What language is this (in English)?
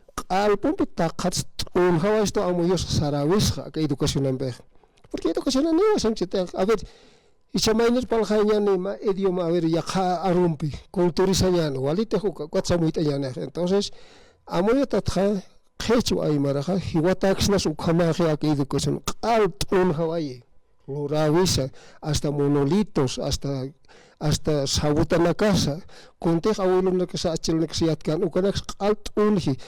Aymara